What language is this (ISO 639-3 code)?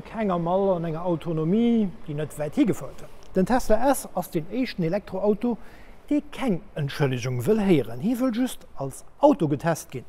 ltz